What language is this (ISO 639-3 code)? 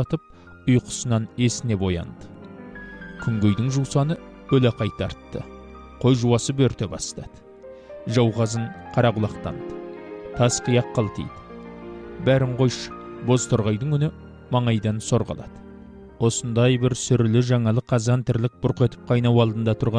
kaz